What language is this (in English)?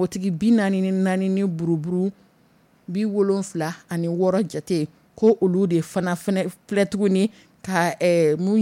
Dyula